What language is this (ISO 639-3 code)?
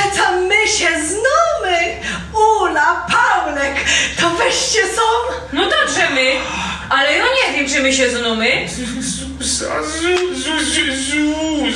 szl